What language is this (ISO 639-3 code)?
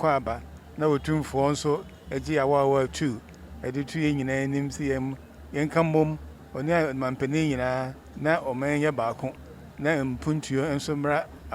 aka